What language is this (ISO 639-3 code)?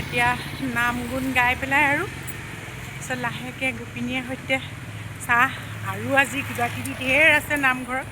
asm